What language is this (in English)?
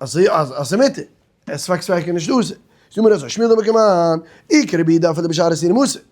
Yiddish